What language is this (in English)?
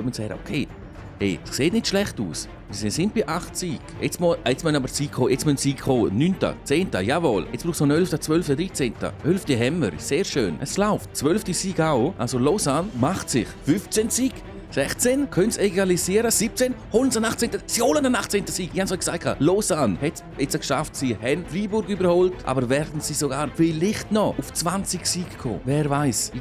Swiss German